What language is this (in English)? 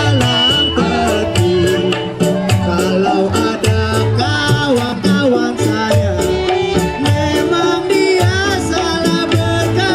Betawi